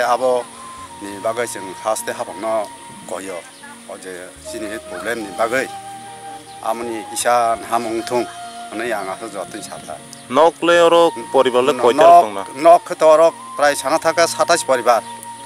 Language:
Kok Borok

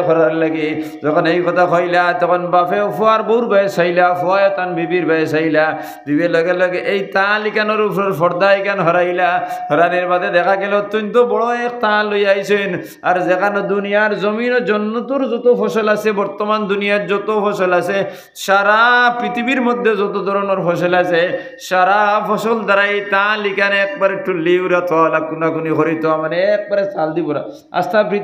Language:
Sylheti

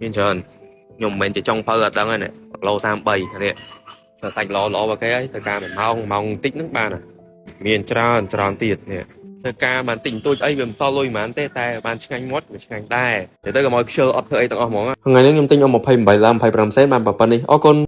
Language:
Khmer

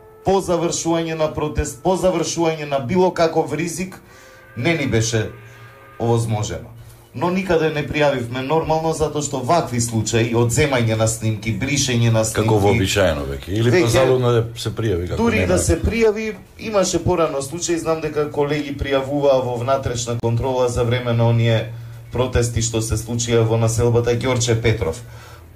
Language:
Macedonian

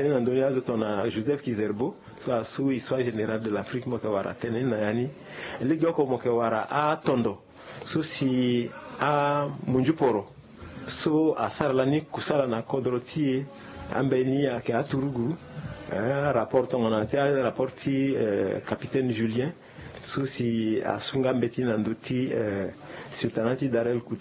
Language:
Sango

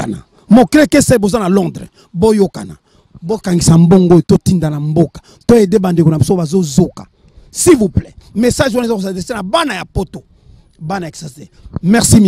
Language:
Lingala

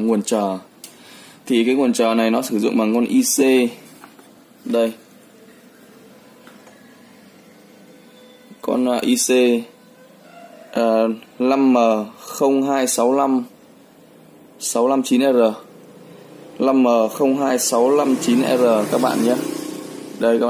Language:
Vietnamese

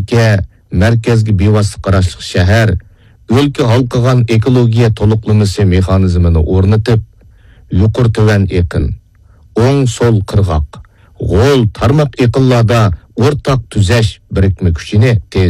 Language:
Uyghur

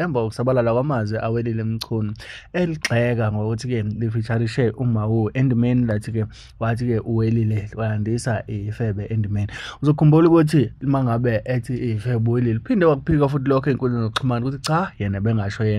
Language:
Zulu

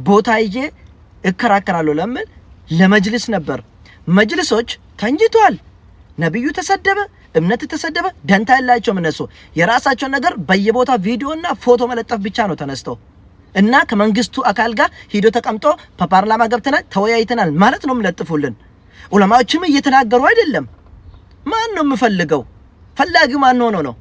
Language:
Amharic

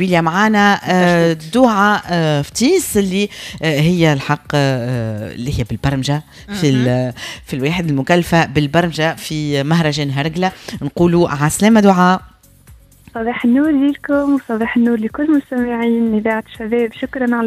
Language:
Tunisian Arabic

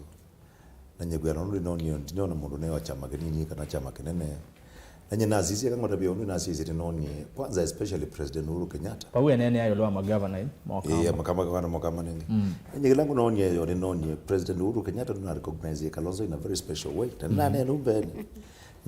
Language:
Kamba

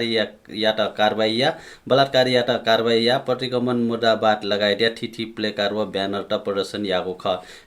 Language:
Newari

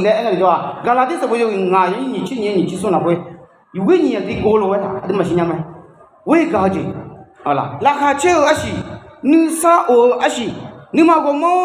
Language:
Akha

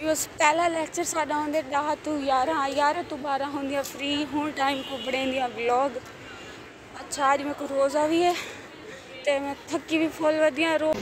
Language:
Saraiki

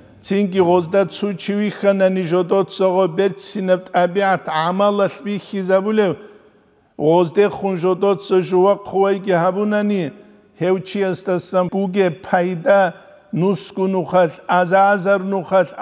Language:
Avaric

